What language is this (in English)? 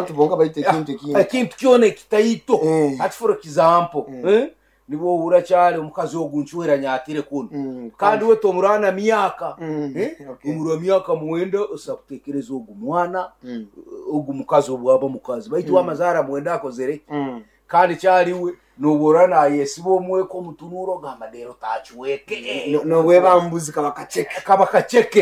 Nyankole